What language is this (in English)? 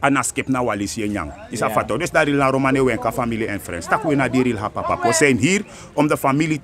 Sranan Tongo